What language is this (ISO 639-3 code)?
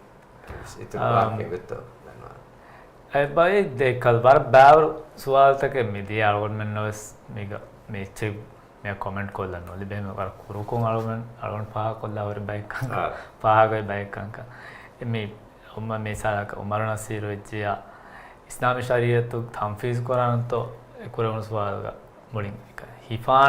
div